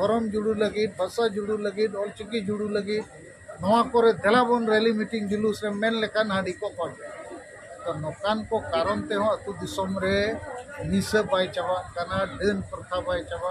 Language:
Santali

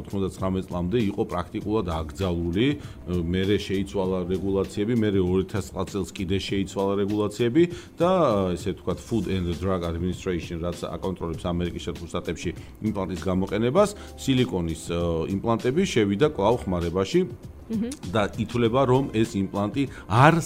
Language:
Georgian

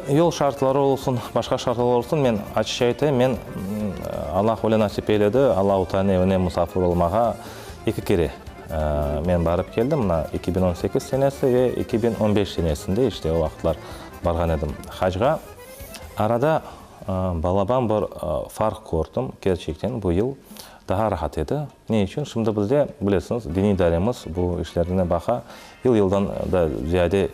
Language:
Crimean Tatar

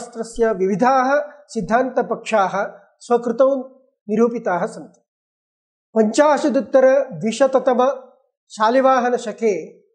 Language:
Sanskrit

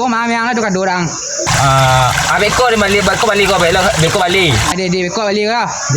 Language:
Minangkabau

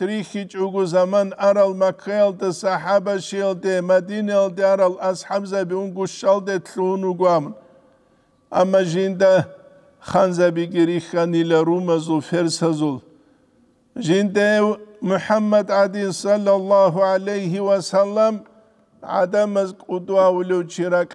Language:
Avaric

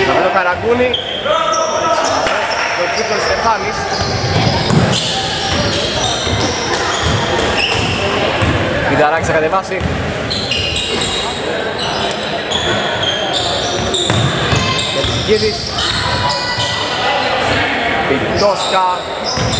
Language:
Greek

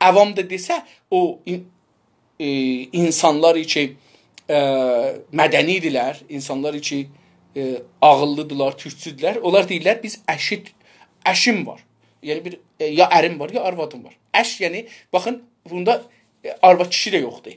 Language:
South Azerbaijani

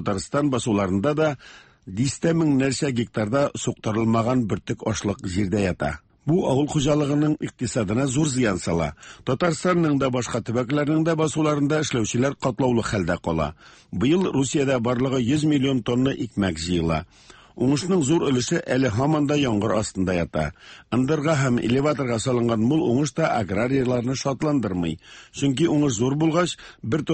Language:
Tatar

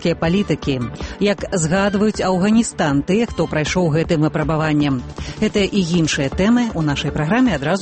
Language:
Belarusian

